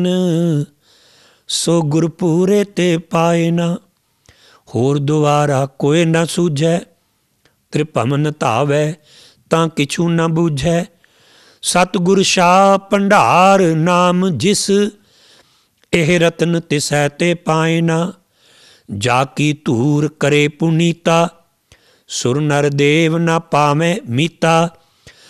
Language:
Punjabi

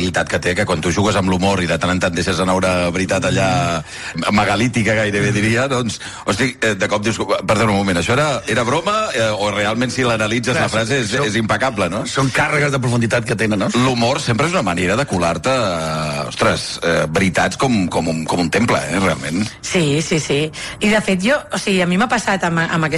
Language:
Catalan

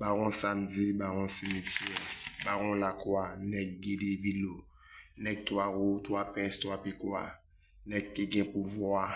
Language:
Haitian Creole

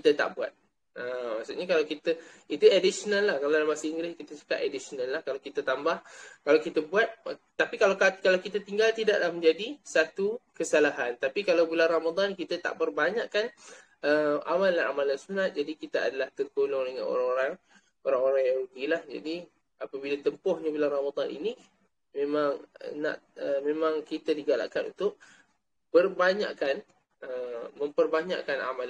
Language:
Malay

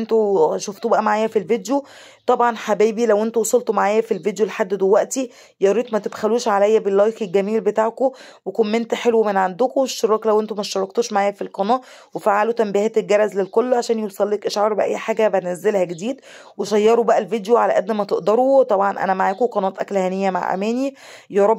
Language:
Egyptian Arabic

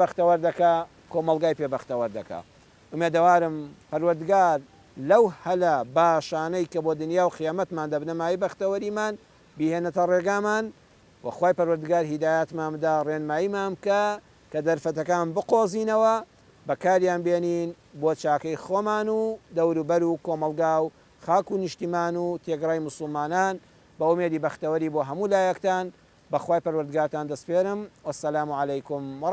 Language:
Central Kurdish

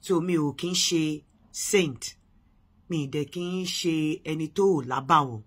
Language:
Yoruba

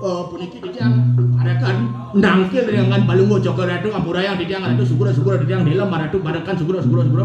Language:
Balinese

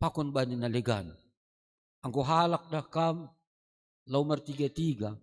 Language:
Batak Simalungun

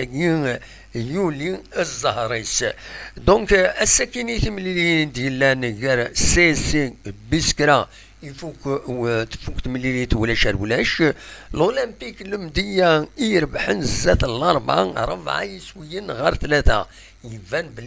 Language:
Kabyle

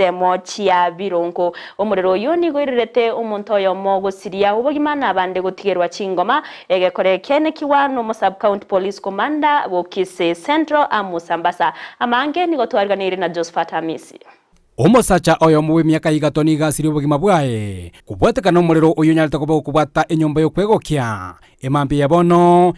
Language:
Gusii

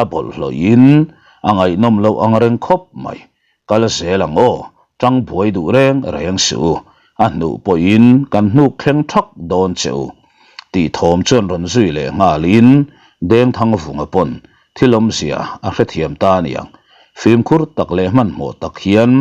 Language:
Mizo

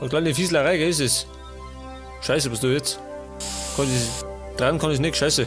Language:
Bavarian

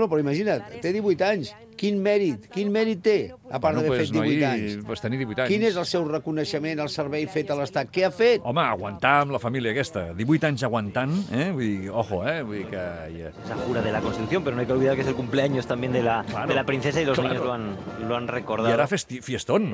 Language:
Catalan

